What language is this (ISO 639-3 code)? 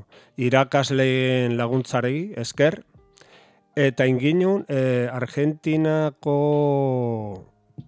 eus